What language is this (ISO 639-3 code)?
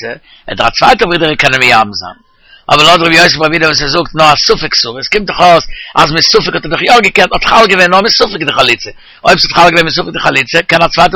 yid